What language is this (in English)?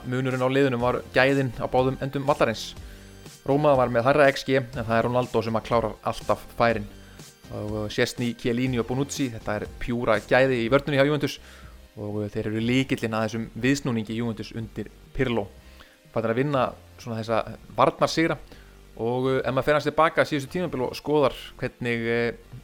Icelandic